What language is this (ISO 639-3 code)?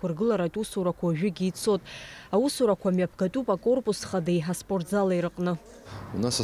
abk